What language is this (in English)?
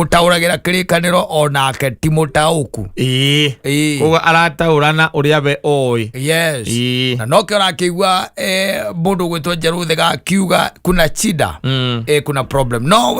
Kikuyu